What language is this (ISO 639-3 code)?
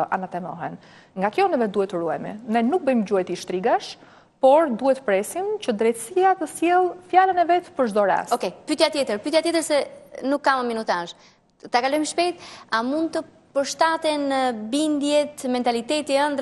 sqi